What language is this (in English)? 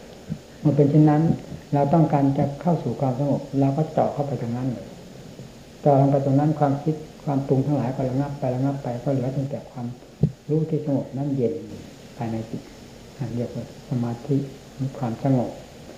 Thai